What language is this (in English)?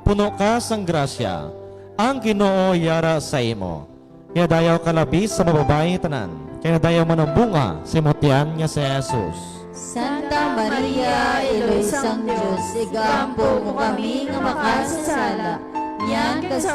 Hiligaynon